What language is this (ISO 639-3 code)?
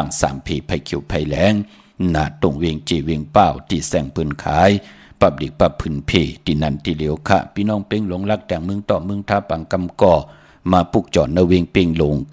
shn